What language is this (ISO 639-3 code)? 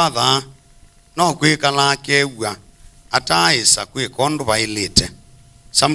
kam